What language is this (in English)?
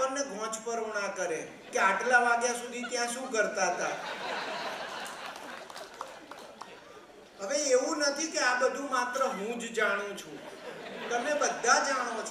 Gujarati